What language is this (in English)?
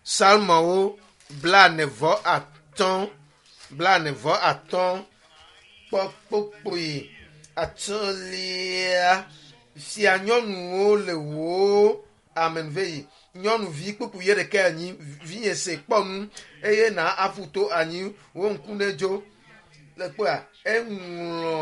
Ewe